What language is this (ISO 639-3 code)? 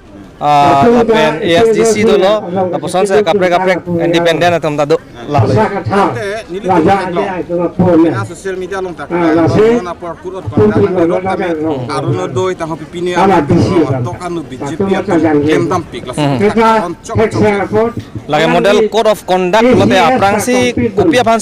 mjw